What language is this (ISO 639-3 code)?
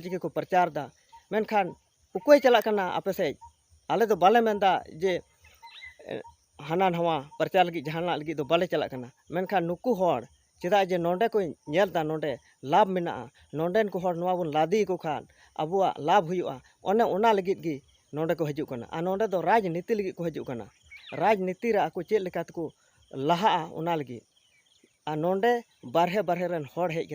sat